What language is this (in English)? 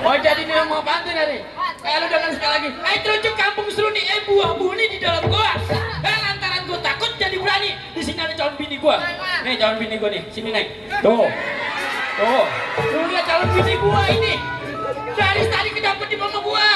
Betawi